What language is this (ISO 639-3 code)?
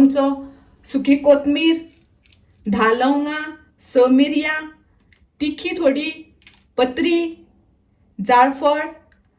kok